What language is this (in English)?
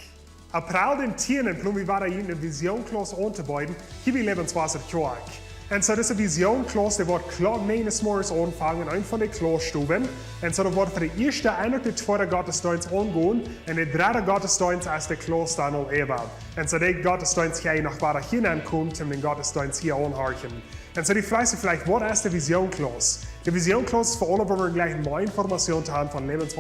Plautdietsch